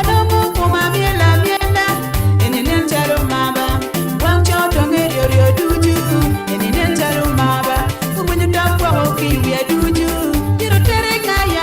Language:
Acoli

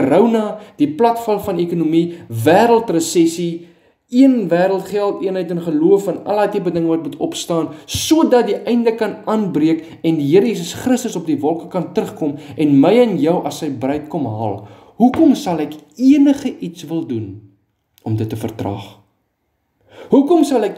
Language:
Afrikaans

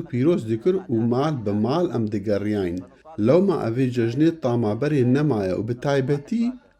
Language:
Kurdish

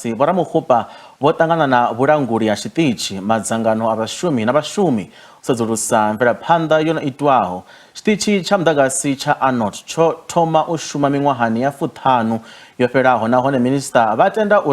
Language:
Venda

